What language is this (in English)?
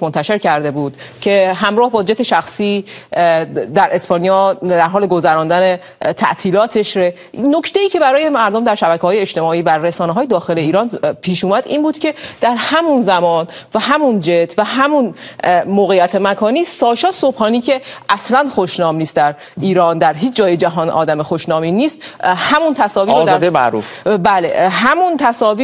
Persian